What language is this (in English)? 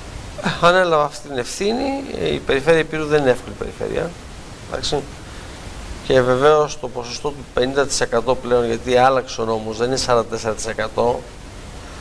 Greek